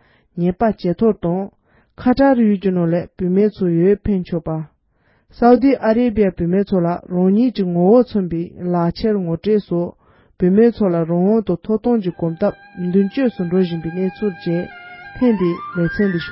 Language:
Tibetan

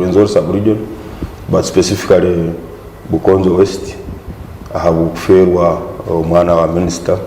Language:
Nyankole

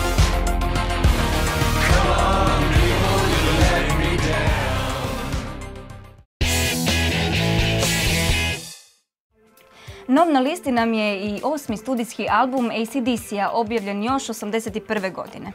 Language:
Croatian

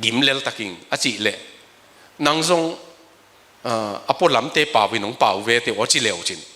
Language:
Tedim Chin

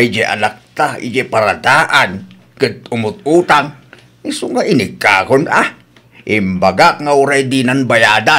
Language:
Iloko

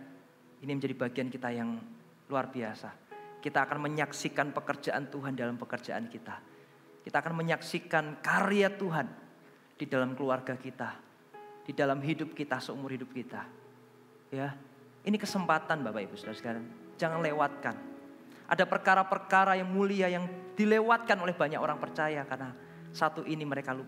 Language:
Indonesian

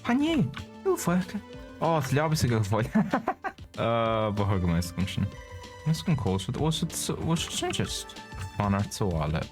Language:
Irish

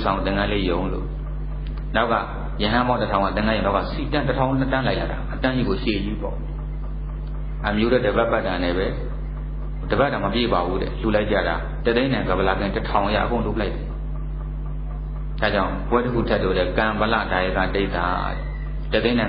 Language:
Burmese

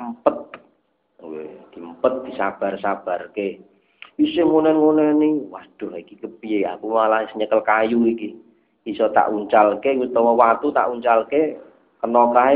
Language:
Javanese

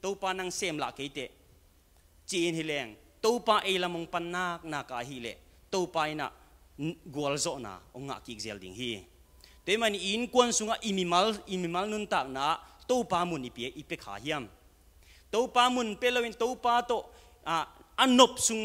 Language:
Tedim Chin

